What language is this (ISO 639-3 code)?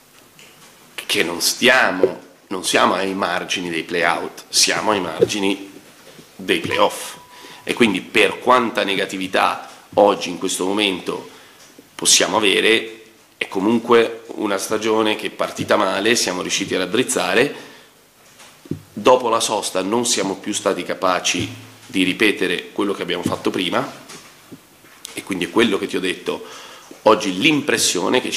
ita